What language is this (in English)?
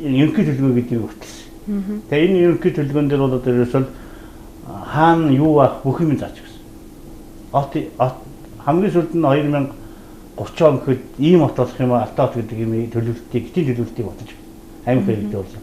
Mongolian